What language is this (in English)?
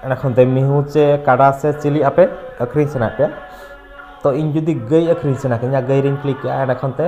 Santali